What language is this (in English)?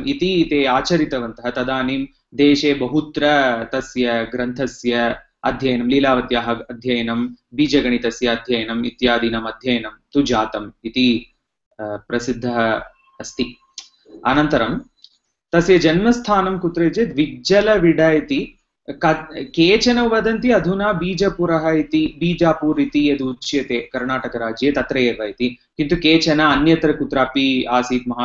Sanskrit